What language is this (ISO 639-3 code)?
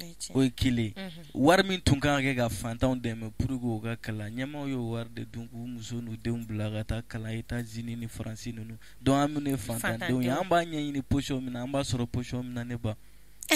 bam